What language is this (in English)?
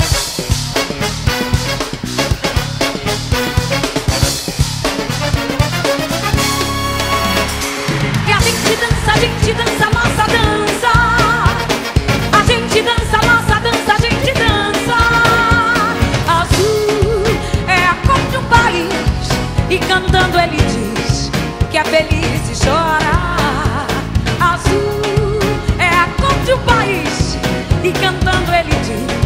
Portuguese